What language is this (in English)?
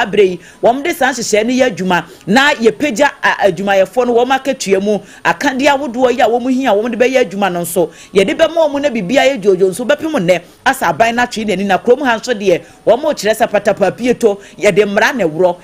Akan